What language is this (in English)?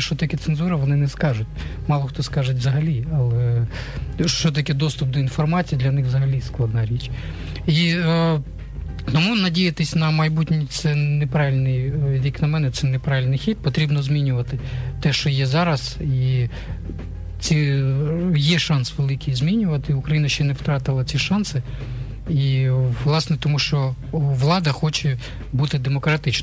Ukrainian